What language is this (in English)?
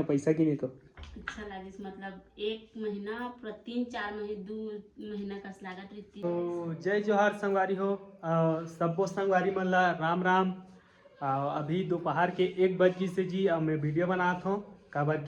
Chhattisgarhi